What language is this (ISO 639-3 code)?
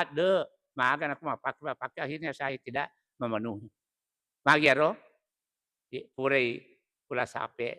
bug